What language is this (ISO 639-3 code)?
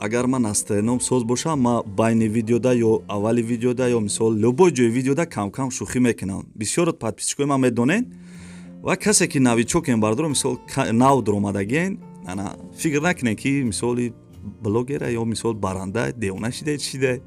tgk